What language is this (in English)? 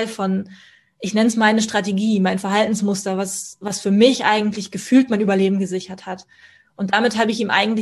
German